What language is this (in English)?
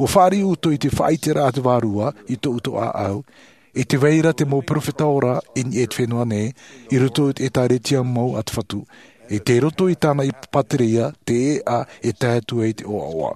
Tahitian